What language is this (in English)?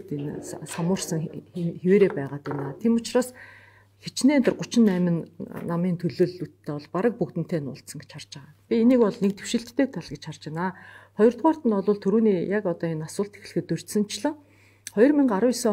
Mongolian